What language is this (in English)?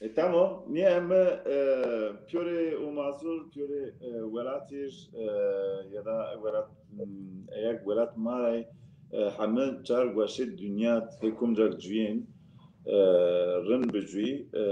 Zaza